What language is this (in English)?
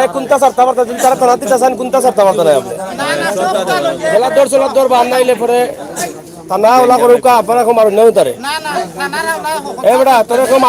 Sylheti